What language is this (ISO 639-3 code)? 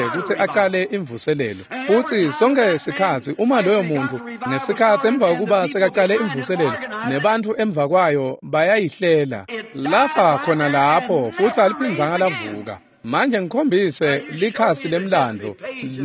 ssw